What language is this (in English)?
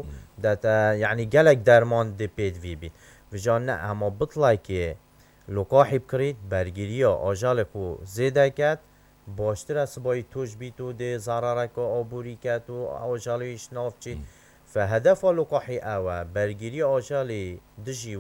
Kurdish